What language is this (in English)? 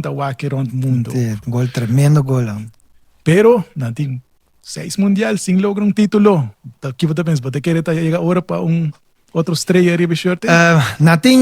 Papiamento